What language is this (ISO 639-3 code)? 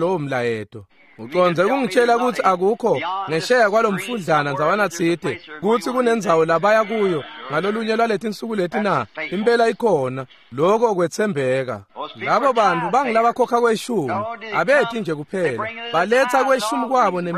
ssw